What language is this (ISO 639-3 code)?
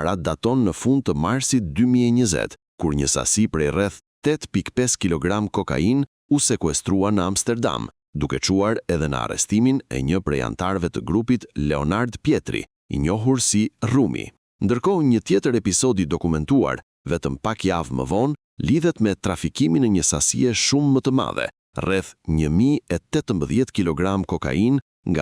sqi